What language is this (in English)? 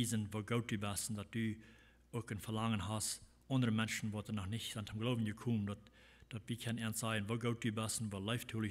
Plautdietsch